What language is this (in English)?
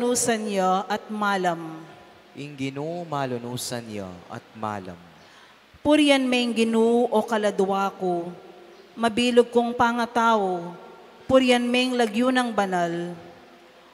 Pampanga